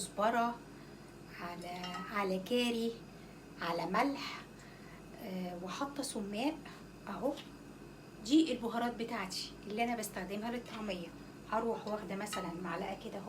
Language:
Egyptian Arabic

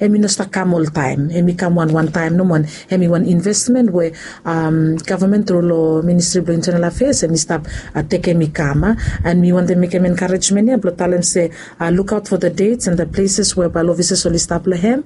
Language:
Bislama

